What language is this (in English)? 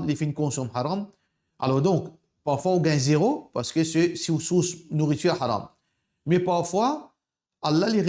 Morisyen